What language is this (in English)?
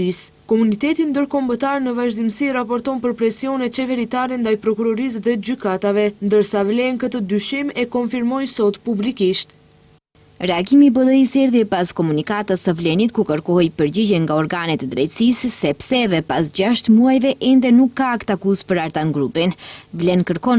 Albanian